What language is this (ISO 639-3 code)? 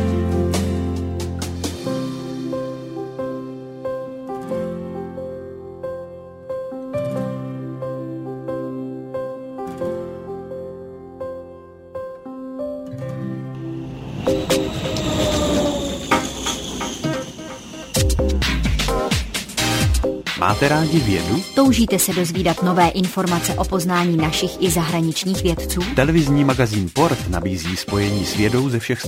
ces